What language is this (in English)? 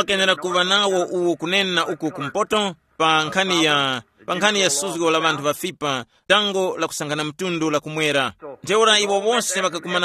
Tumbuka